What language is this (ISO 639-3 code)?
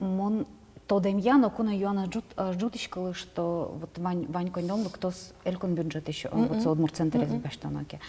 udm